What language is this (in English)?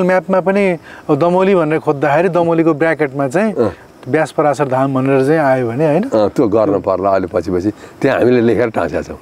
Nepali